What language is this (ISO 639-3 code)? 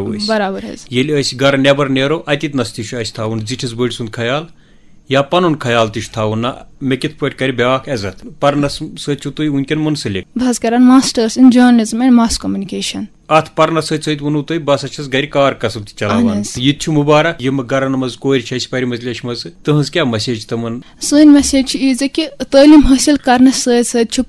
kas